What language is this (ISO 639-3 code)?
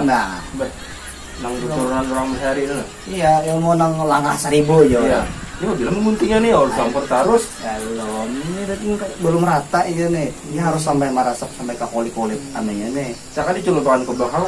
bjn